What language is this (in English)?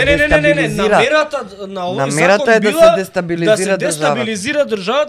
Macedonian